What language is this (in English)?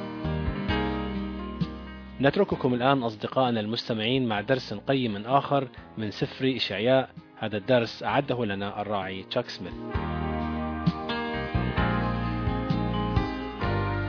Arabic